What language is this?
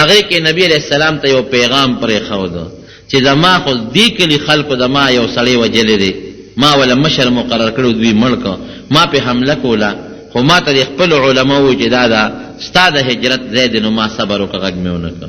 Pashto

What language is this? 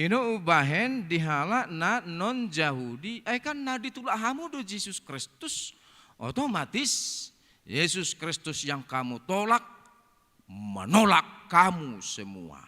Batak Toba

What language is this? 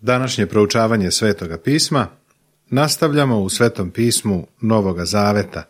Serbian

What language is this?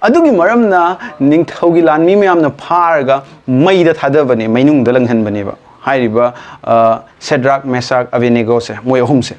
Manipuri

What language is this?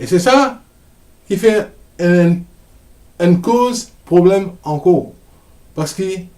Morisyen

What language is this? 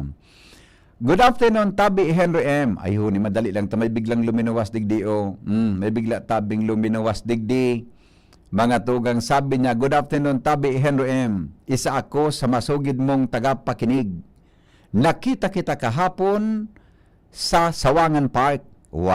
Bikol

